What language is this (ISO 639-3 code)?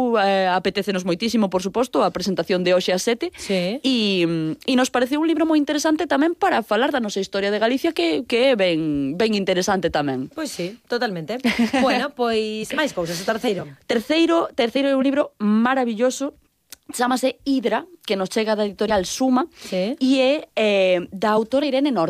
glg